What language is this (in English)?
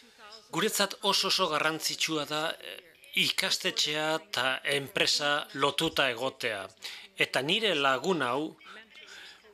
Basque